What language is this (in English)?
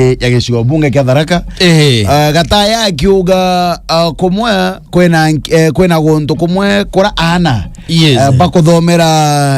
Meru